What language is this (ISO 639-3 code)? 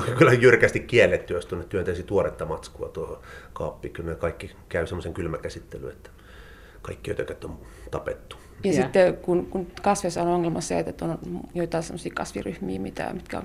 fin